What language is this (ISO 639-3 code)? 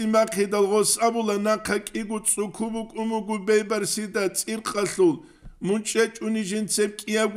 ava